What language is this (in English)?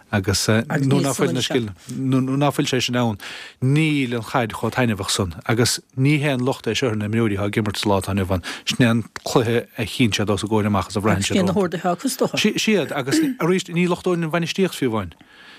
Irish